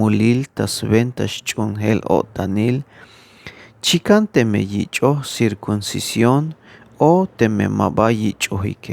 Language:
Tzeltal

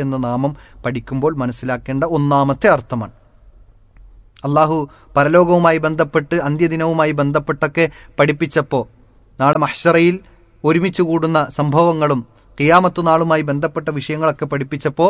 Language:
Malayalam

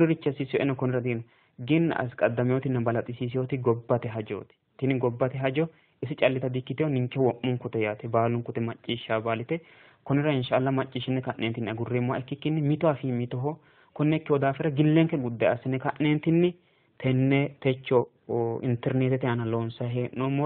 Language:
Sidamo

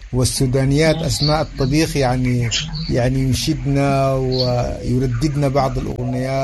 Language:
Sudanese Arabic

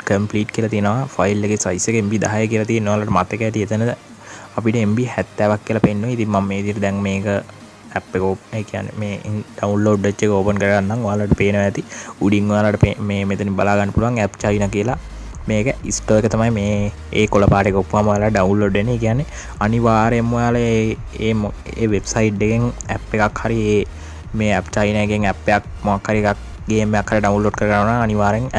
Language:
Sinhala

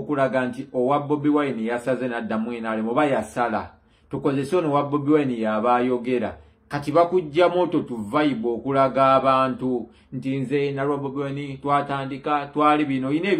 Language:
Ganda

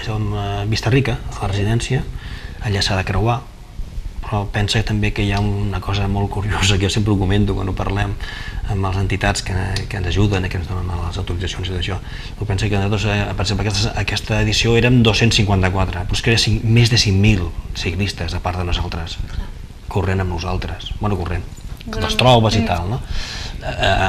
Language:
Catalan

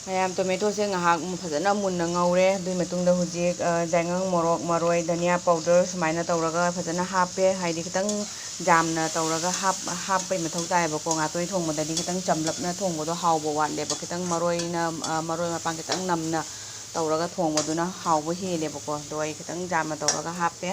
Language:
Manipuri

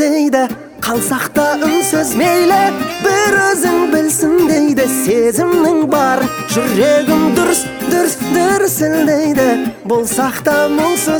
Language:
Kazakh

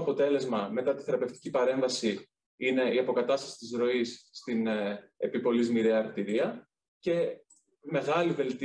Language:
Greek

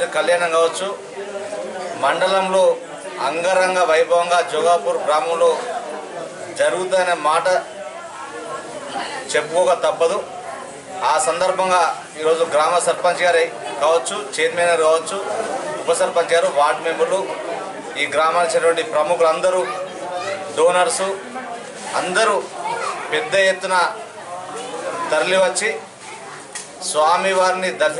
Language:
Telugu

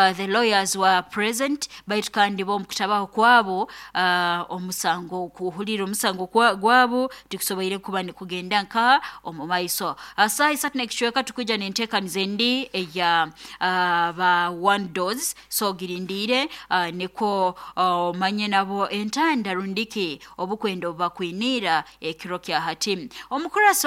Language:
Nyoro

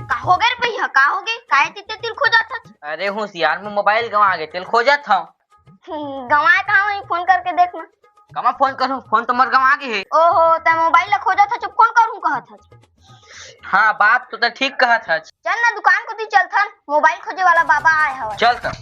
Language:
Chhattisgarhi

